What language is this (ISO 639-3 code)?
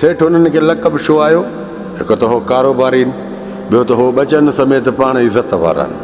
snd